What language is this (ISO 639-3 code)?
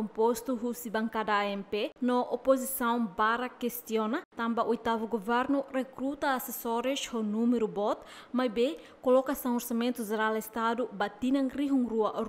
tet